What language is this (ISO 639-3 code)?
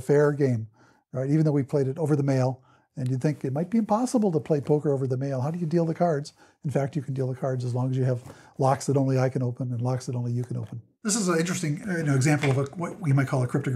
eng